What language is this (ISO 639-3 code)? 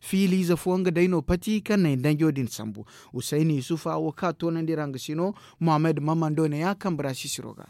dje